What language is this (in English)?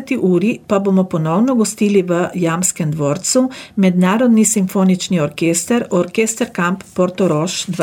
Slovenian